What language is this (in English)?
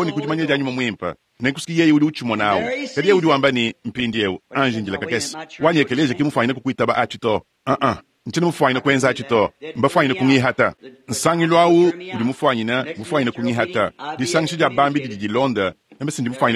Luba-Lulua